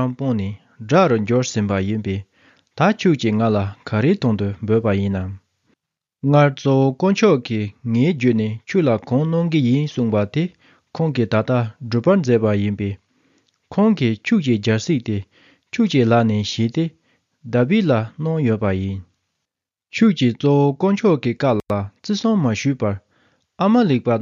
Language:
Tibetan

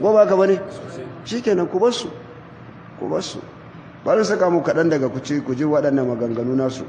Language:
Hausa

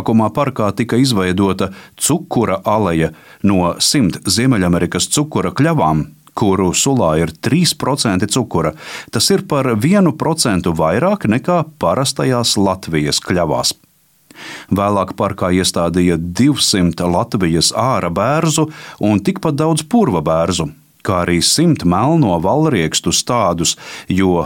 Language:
Latvian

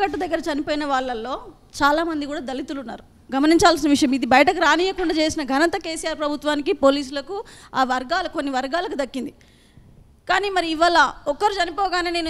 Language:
Telugu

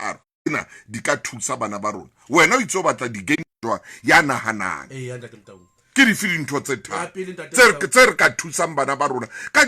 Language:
Southern Sotho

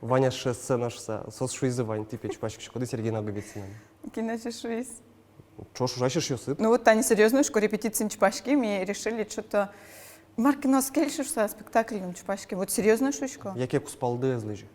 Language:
Udmurt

